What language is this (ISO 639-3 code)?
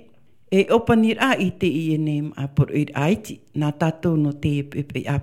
tah